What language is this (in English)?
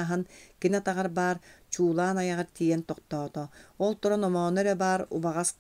Yakut